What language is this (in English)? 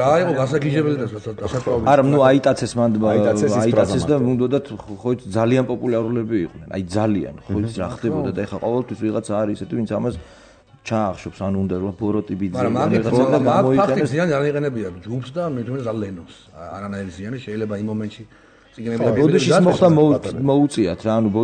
Georgian